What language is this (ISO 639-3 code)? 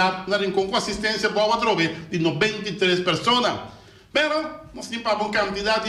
pap